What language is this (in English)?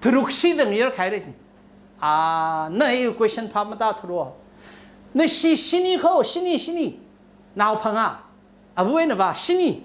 Tangkhul Naga (India)